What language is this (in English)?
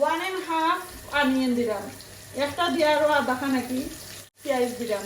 Sylheti